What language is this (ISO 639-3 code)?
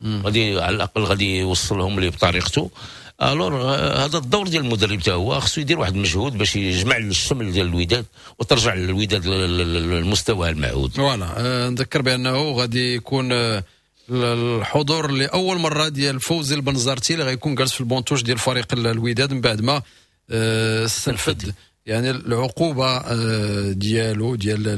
ary